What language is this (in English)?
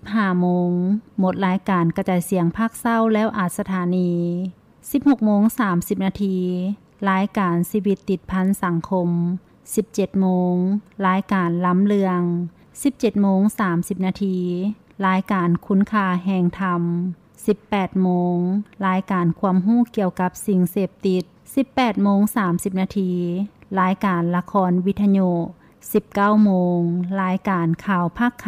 Lao